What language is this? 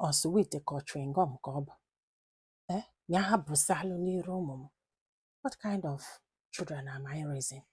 Igbo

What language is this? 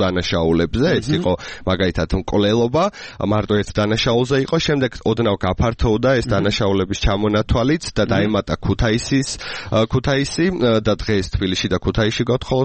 Georgian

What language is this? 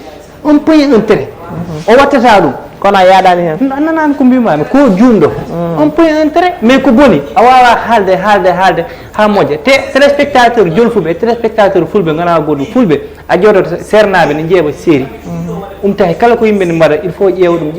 Fula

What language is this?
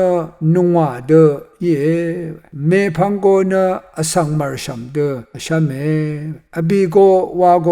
Rawang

